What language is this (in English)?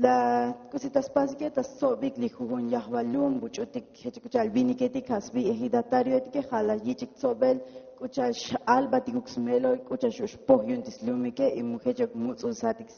Tzotzil